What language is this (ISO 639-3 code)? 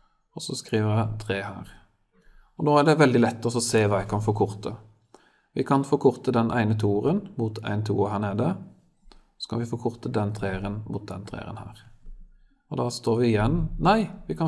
nor